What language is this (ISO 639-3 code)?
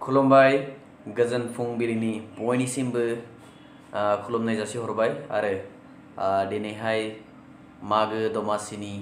brx